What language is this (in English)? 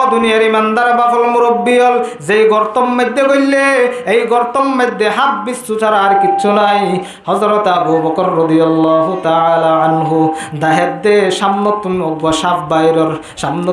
Rohingya